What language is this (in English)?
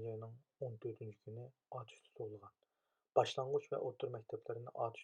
Uyghur